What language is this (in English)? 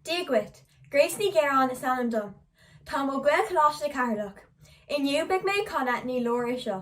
Irish